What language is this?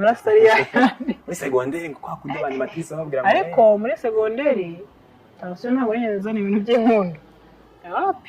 Kinyarwanda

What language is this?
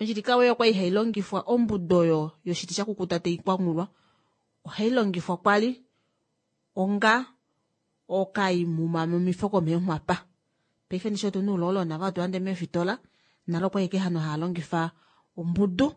Kuanyama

